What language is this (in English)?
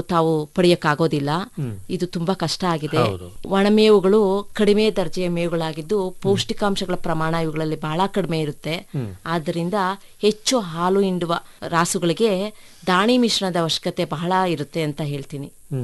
Kannada